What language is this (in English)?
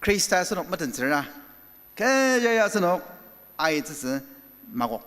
Ao Naga